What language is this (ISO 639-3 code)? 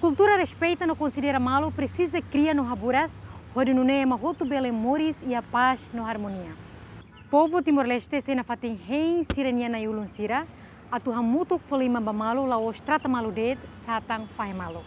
tet